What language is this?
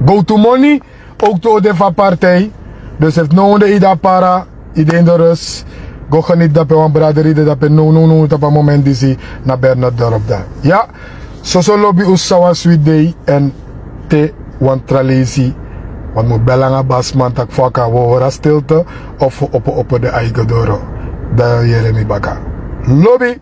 Sranan Tongo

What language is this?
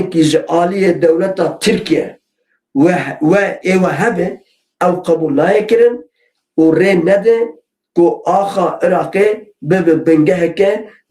Kurdish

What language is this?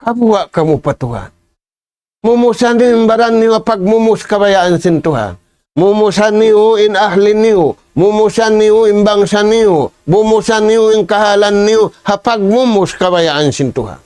Tausug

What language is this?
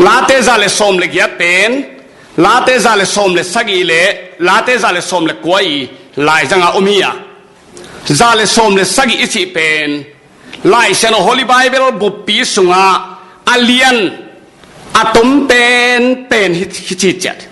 Tedim Chin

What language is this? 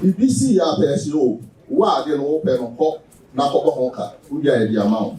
Akan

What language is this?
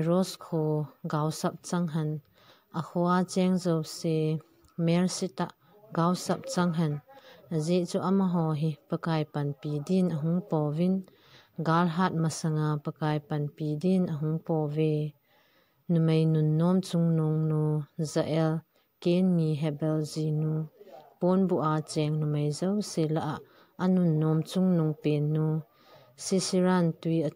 Thado Chin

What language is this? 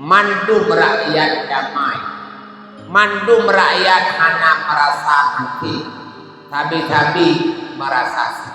Achinese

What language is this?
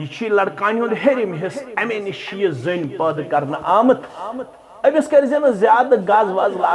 Kashmiri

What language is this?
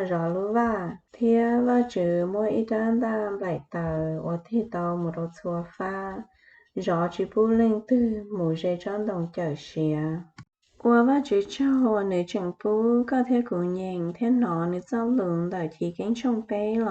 Hmong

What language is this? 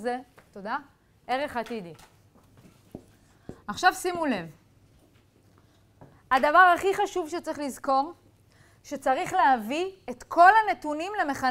Hebrew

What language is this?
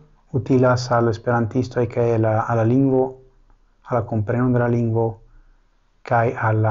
Esperanto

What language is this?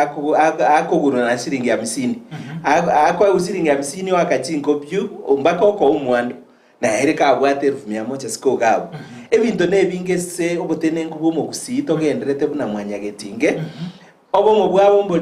Gusii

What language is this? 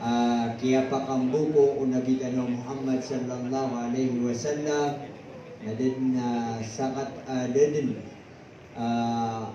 Maranao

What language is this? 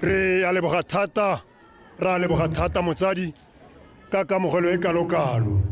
Tswana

